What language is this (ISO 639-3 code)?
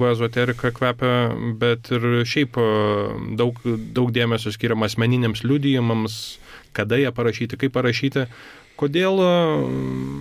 lit